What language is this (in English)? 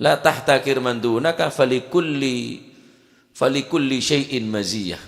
Madurese